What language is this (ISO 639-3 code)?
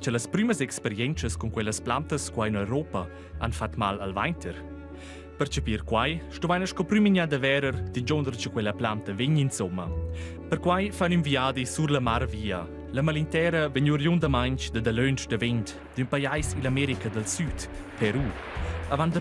roh